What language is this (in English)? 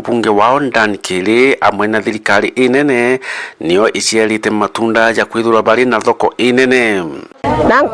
Meru